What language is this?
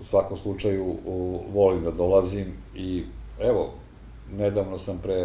Serbian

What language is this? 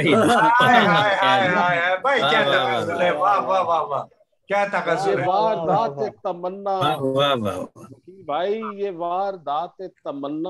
Urdu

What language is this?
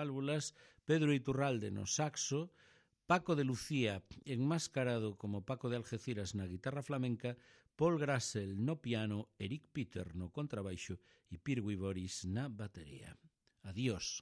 Galician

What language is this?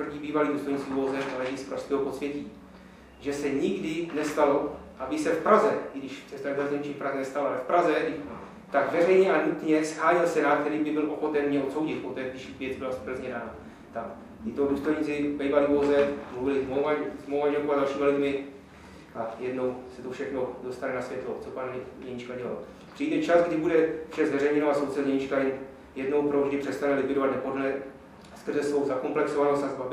Czech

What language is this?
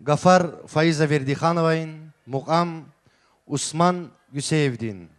Tabassaran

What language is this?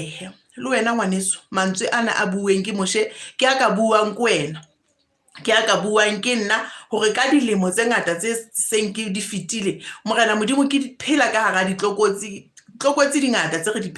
Southern Sotho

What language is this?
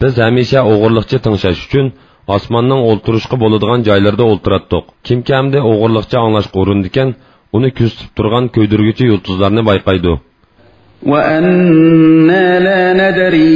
Uyghur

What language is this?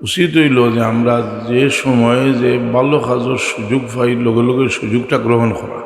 Sylheti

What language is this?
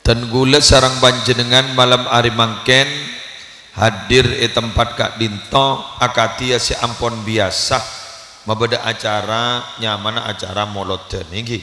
Madurese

